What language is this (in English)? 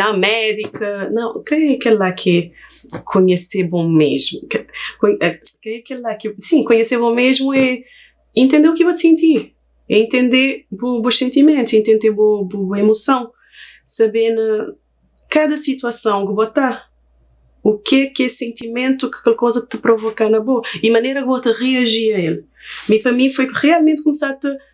Kabuverdianu